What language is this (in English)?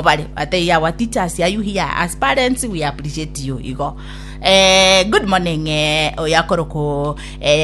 Gusii